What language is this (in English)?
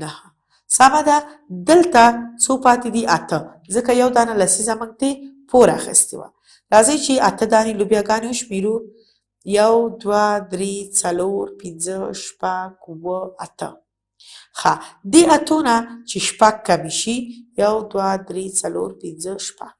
Pashto